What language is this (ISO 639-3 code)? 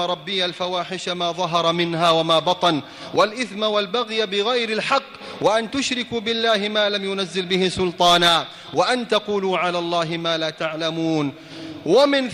ara